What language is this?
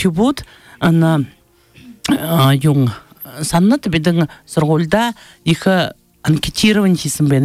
Buriat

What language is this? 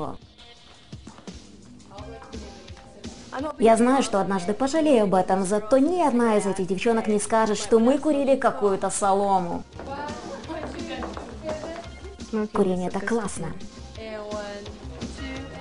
Russian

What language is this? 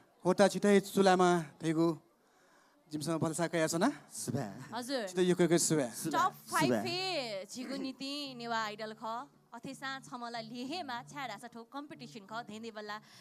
Newari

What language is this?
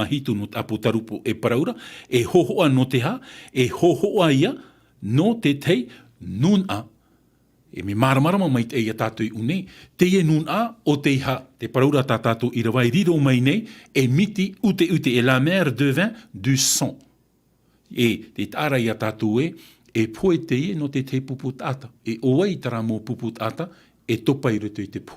Tahitian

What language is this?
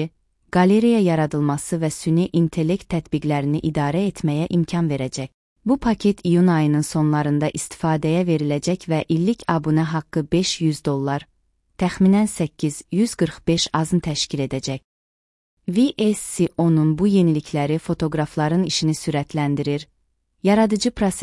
Azerbaijani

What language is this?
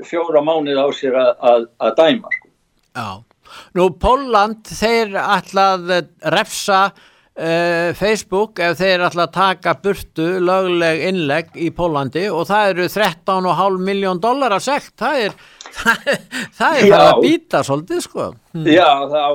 Icelandic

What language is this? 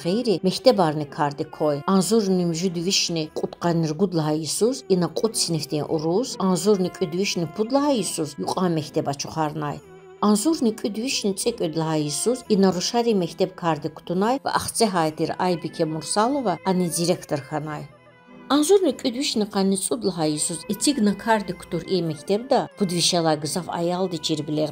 Lezghian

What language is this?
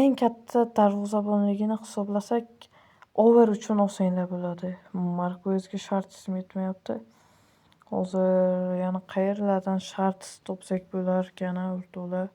Uzbek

